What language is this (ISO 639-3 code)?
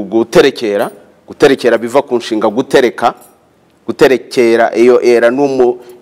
kin